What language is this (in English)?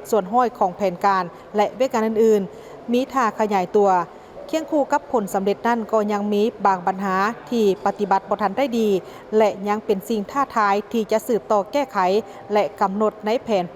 Lao